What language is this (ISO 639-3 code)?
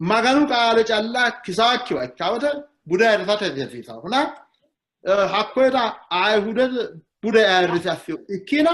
sid